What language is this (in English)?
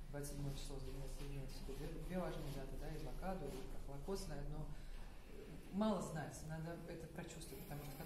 Russian